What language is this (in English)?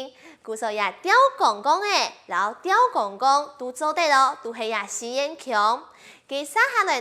Hakka Chinese